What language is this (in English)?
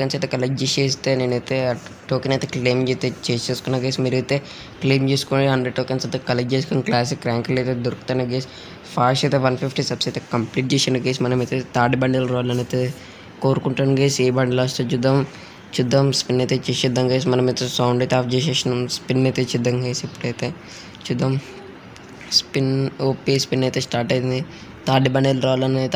Telugu